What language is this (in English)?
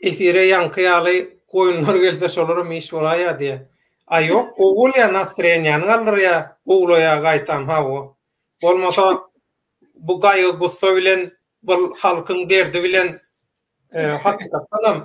Turkmen